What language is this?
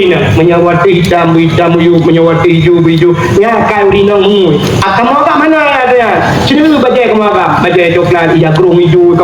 Achinese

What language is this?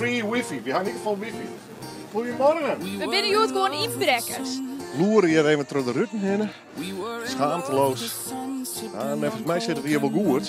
Western Frisian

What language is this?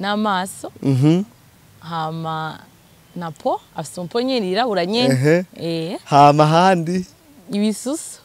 Rundi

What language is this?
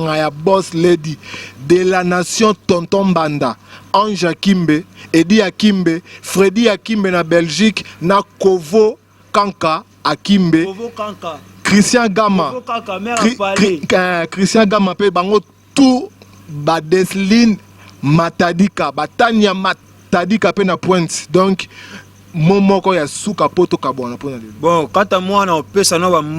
Lingala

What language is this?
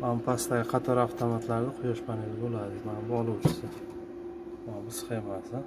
Uzbek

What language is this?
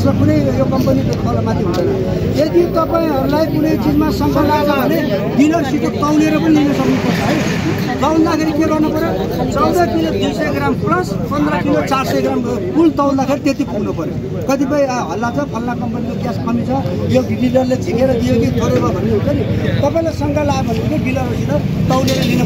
Nepali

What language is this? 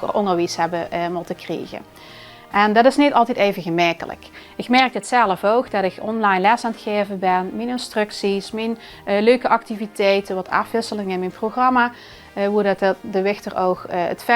Limburgish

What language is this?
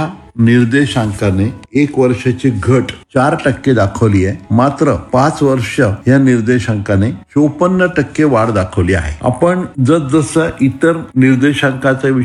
Marathi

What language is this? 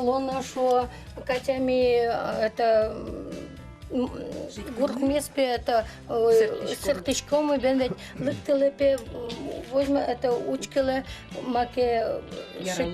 Udmurt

